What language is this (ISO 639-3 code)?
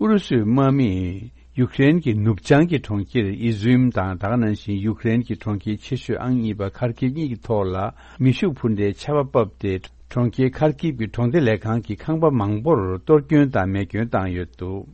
bod